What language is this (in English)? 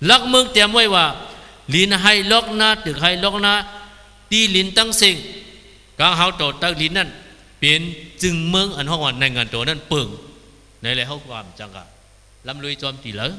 Shan